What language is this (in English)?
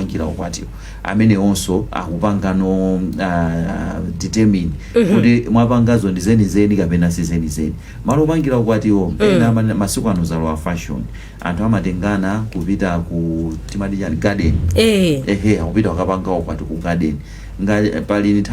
Nyanja